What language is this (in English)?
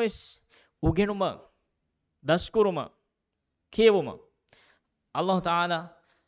Divehi